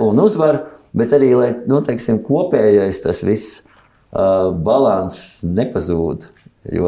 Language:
Latvian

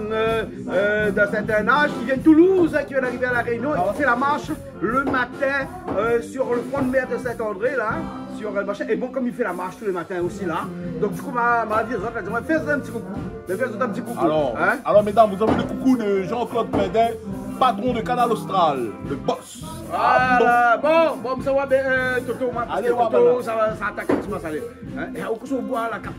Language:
Réunion Creole French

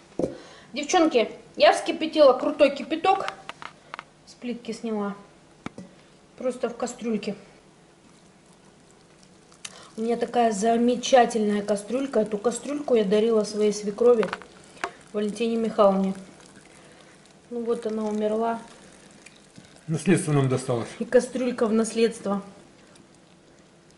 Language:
Russian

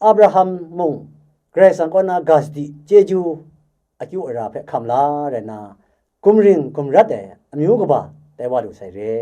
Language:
Kachin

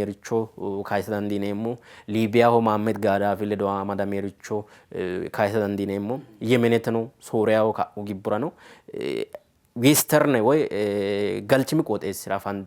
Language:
Sidamo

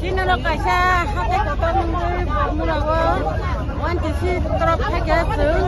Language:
Riang (India)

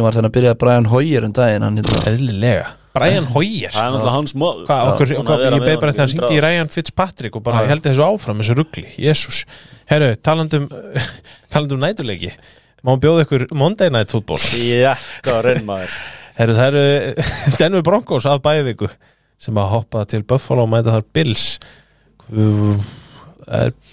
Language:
Icelandic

